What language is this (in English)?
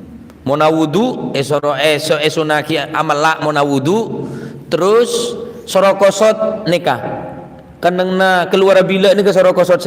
Madurese